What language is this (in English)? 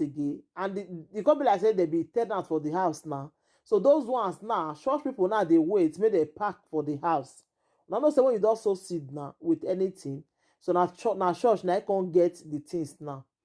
Nigerian Pidgin